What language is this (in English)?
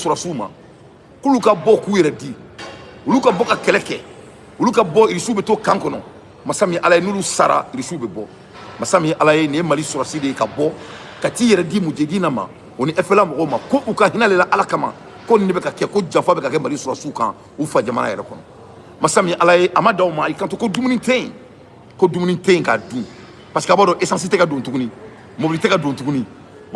Bambara